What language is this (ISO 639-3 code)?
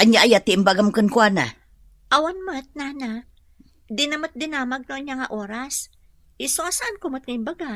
ilo